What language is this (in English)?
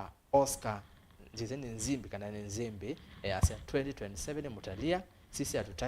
Kamba